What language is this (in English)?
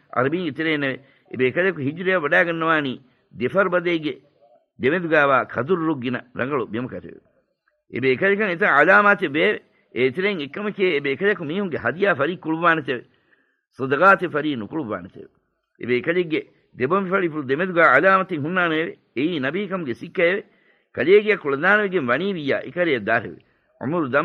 Divehi